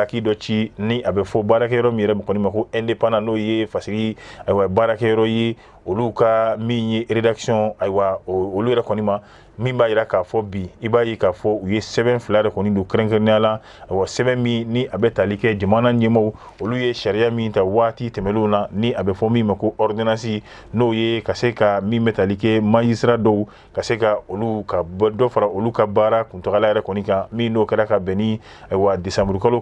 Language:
Bambara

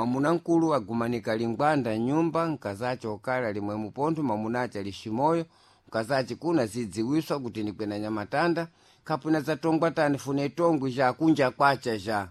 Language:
Sena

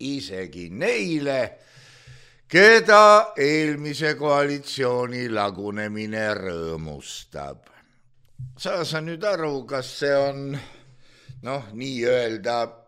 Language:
Estonian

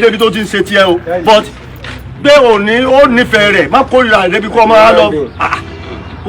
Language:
Yoruba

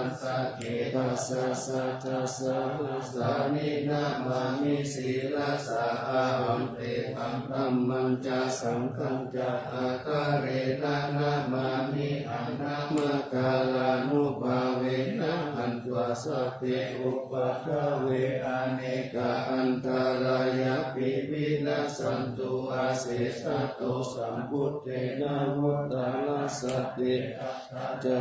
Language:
Pali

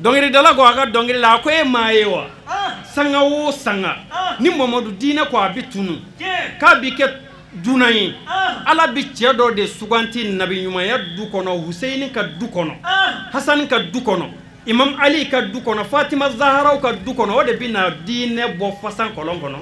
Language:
Bambara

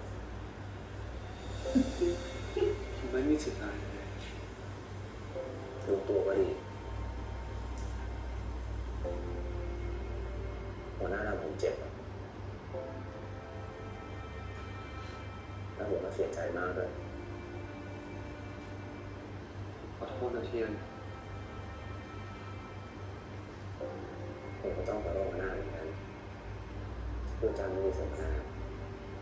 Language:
Thai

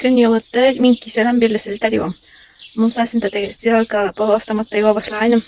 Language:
Bashkir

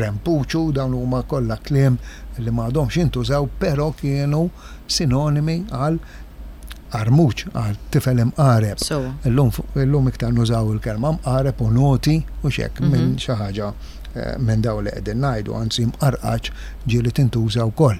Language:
Maltese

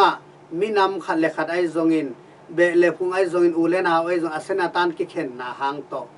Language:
Tedim Chin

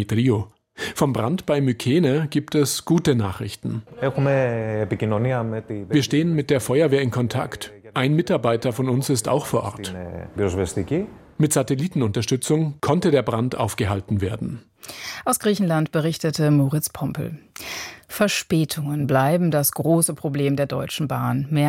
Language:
German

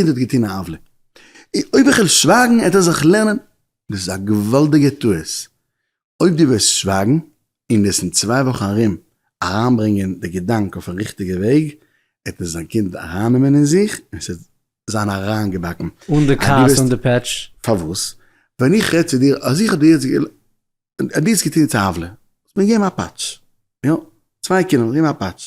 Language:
Yiddish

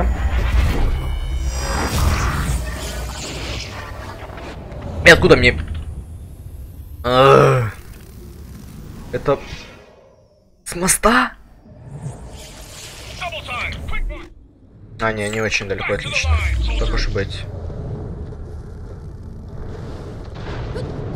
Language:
Russian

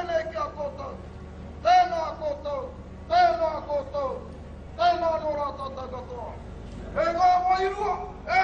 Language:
Māori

